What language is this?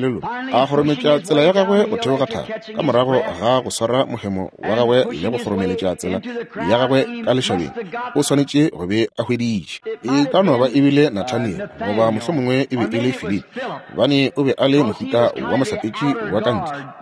Northern Sotho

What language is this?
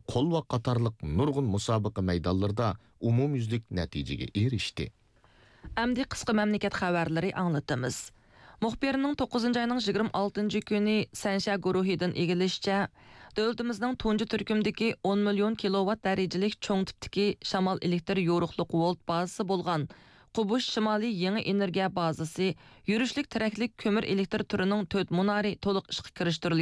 Uyghur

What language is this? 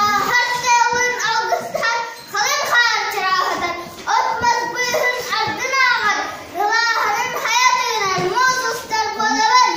Yakut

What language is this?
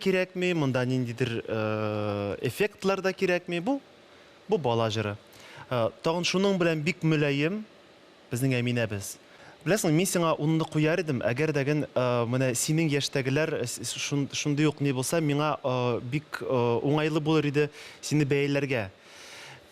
Tatar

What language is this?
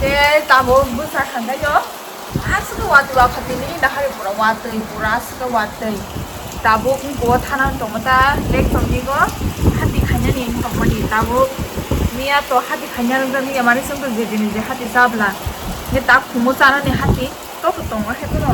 Kok Borok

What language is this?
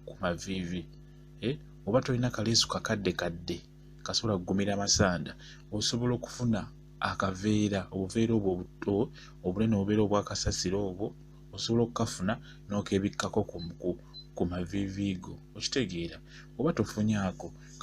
Ganda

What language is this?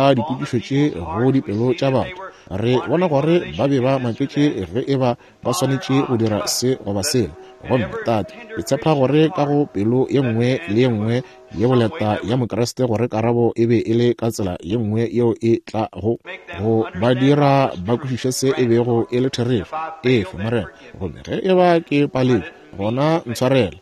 Northern Sotho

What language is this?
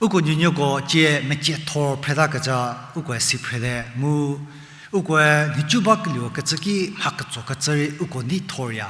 Angami Naga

